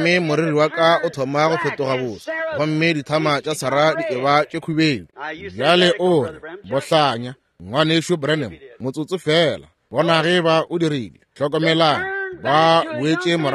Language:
Northern Sotho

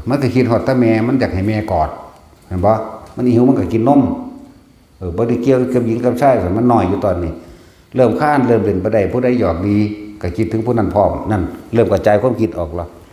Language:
Northeastern Thai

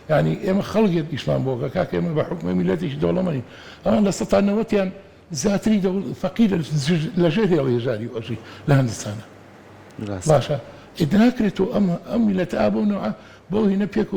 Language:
Central Kurdish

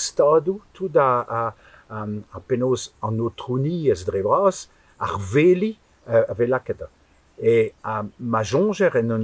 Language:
Breton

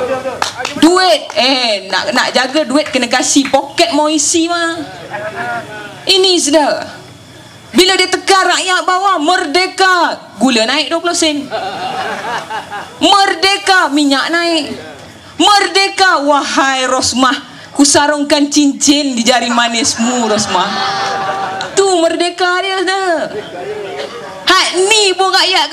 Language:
Malay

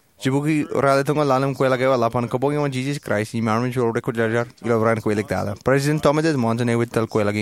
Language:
Marshallese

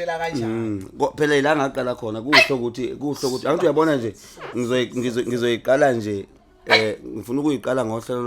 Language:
Zulu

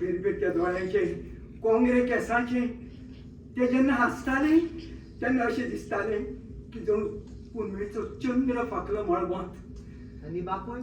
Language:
Konkani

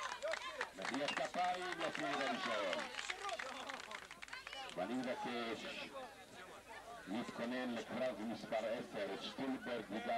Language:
Hebrew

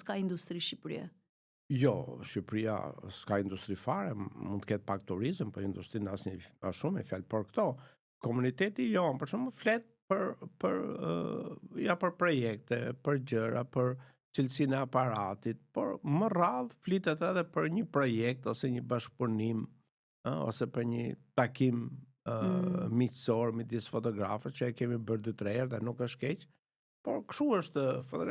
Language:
Albanian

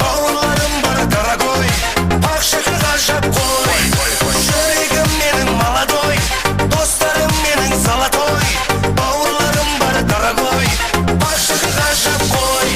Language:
Kara-Kalpak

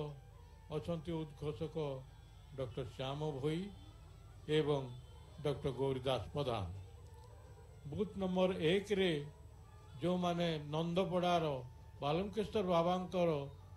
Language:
Odia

